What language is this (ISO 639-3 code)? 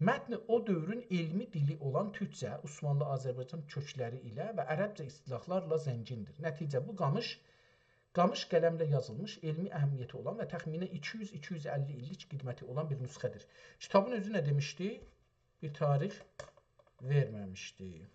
azb